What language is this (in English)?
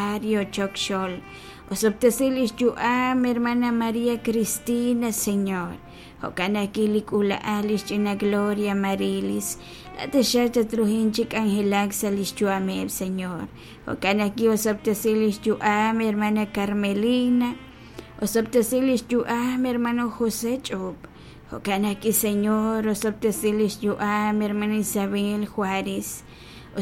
Kekchí